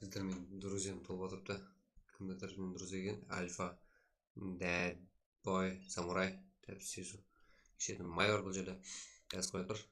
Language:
Kara-Kalpak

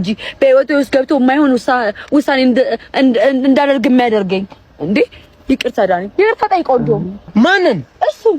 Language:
Amharic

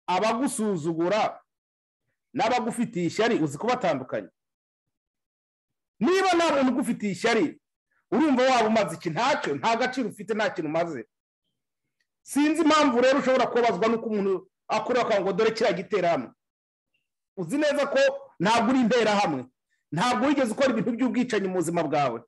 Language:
Kinyarwanda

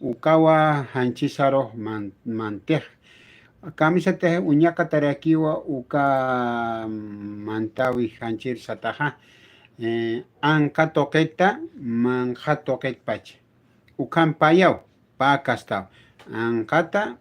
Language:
Aymara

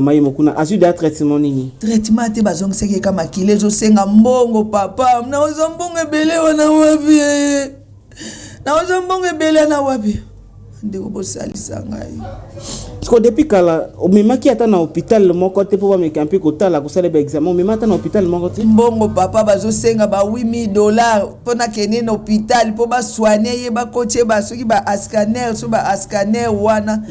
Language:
Lingala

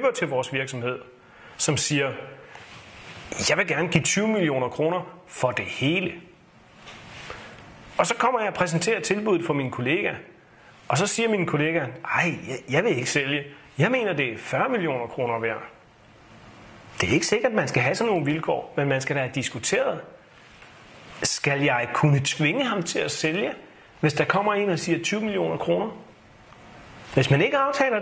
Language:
Danish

